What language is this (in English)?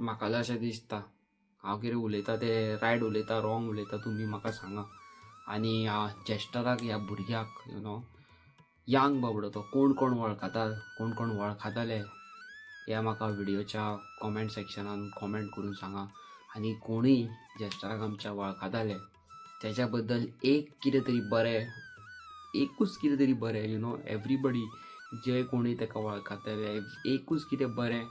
Konkani